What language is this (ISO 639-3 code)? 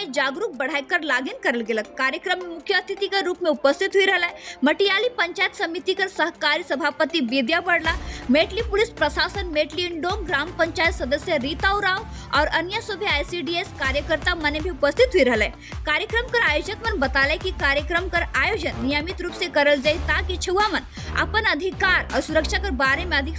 sck